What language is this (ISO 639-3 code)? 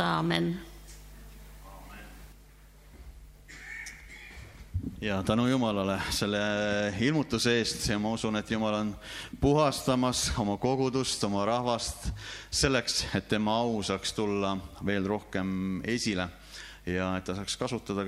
est